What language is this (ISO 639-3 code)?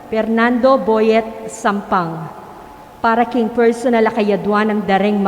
pam